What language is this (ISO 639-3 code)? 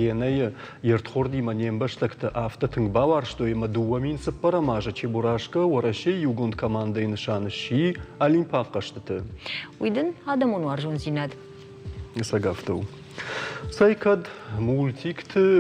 oss